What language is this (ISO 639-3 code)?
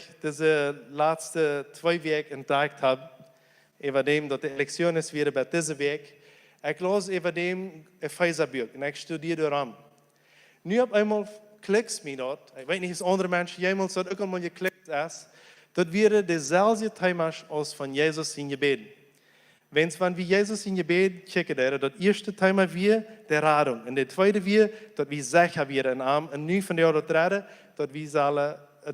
pdt